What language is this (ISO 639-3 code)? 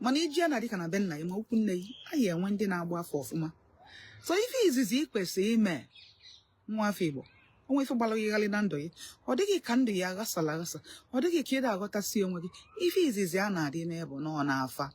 ibo